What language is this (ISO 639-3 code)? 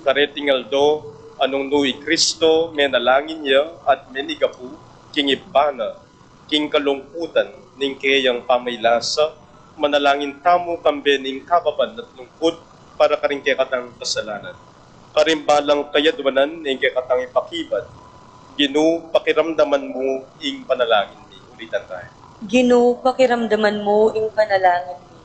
pam